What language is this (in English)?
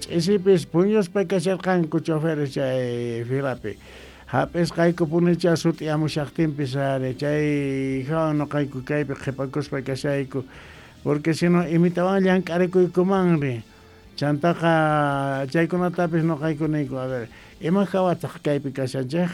Quechua